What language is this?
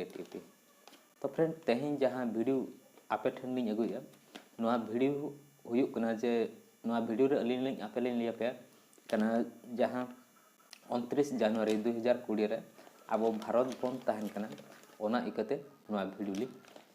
Santali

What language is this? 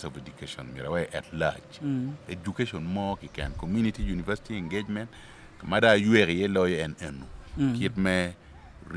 Acoli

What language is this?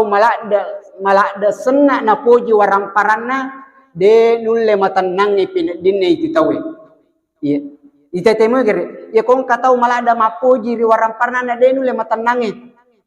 Buginese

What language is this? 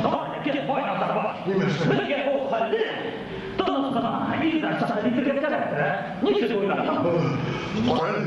Bashkir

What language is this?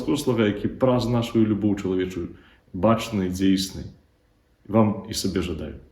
Belarusian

